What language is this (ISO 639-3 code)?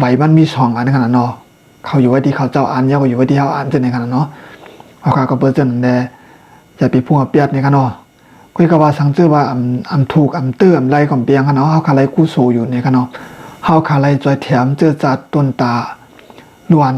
shn